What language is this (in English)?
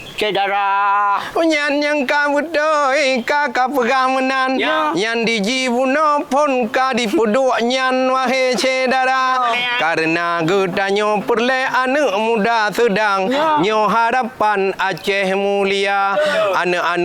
Achinese